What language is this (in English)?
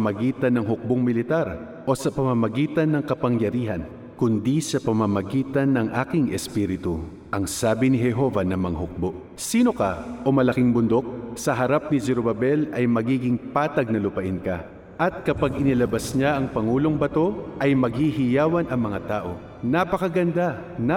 Filipino